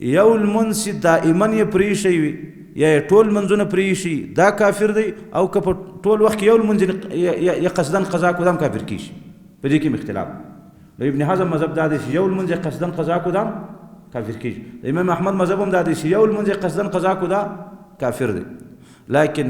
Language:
Pashto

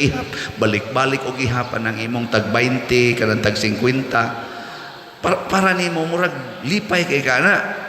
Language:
Cebuano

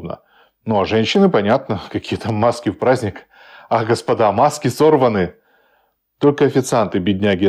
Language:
Russian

